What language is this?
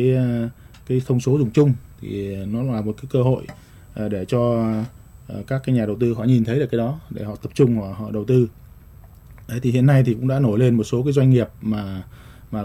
Vietnamese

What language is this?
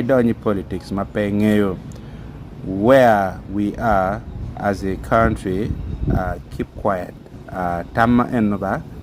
Acoli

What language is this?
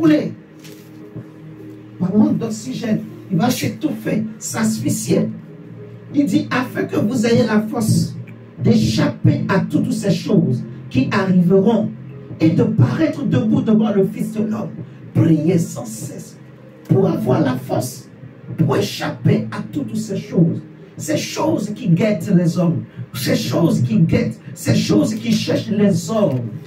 French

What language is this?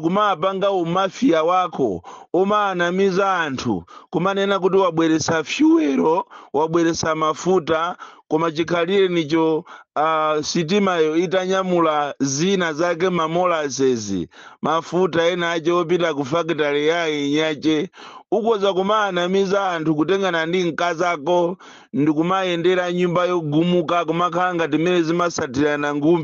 Nyanja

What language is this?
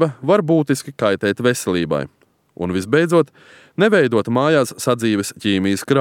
Latvian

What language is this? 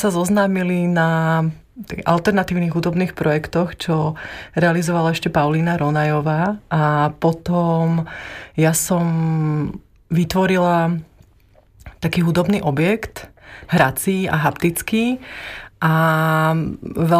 Slovak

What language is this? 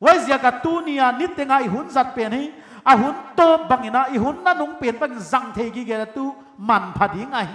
Paite Chin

